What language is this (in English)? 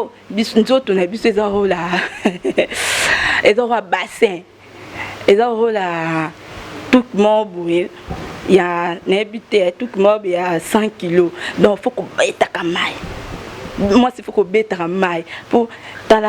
Lingala